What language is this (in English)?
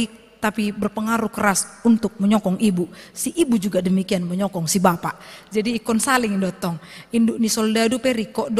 Batak Toba